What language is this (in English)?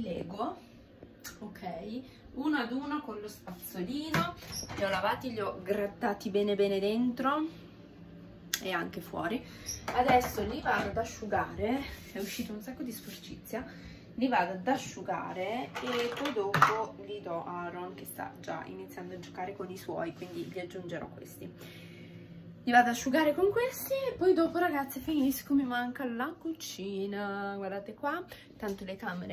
Italian